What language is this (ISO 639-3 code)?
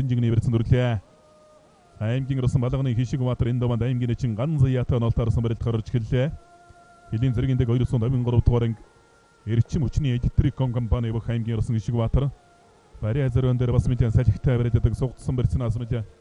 mon